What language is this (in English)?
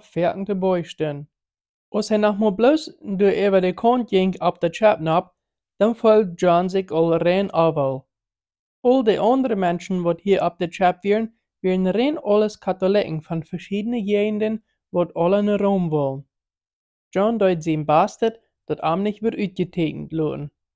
Plautdietsch